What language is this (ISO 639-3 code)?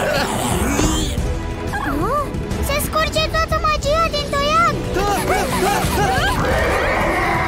ron